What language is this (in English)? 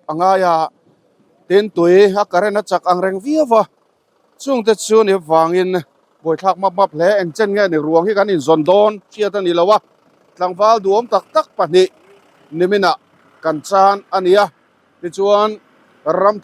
Mizo